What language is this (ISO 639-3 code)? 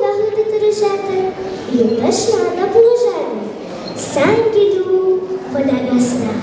chv